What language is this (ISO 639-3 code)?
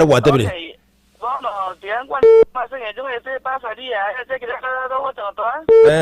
guz